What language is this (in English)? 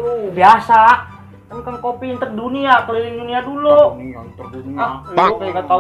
Betawi